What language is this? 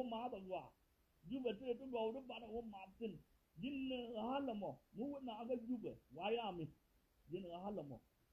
Nuer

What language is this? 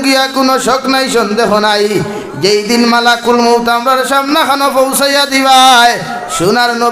Sylheti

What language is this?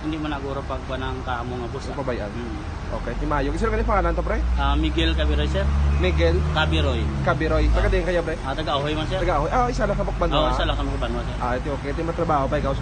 Hiligaynon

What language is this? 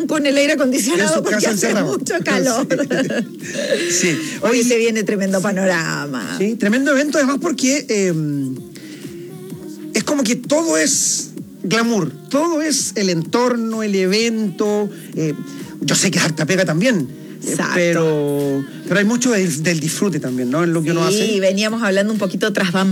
Spanish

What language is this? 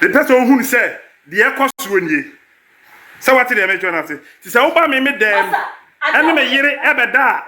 Akan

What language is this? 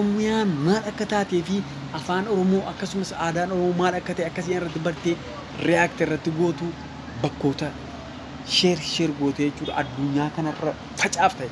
Oromo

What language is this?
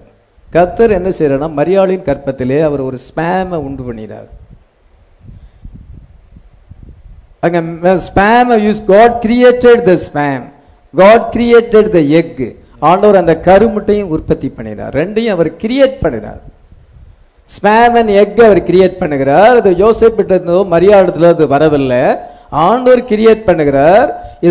Tamil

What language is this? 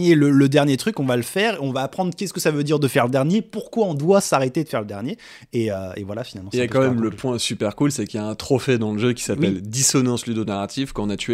French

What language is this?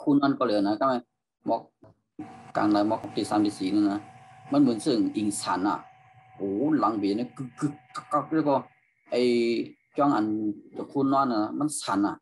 Shan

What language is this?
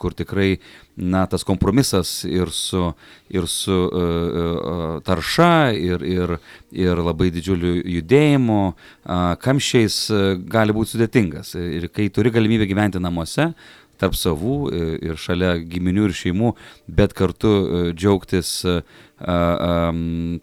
Lithuanian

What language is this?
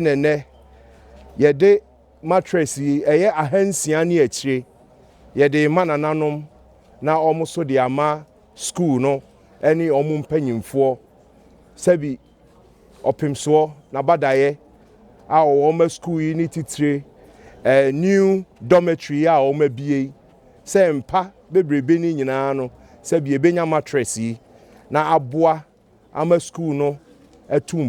Akan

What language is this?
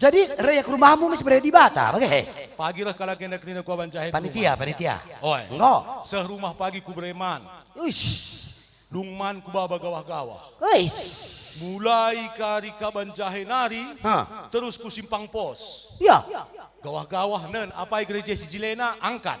Batak Karo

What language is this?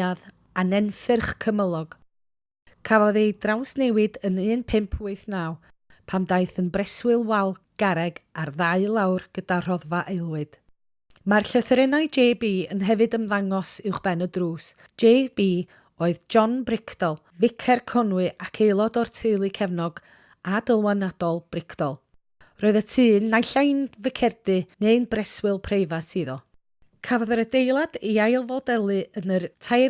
Welsh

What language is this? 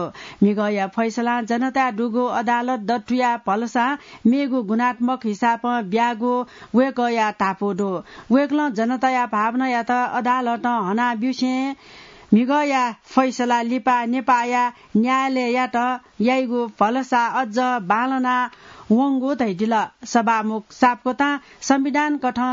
Newari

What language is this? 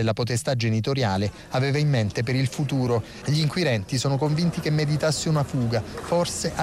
Italian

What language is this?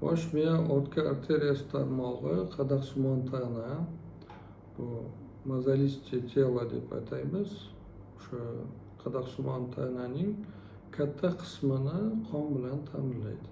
Uzbek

